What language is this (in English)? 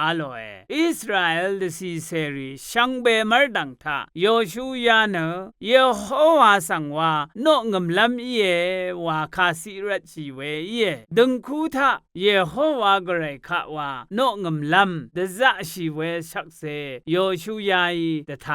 Rawang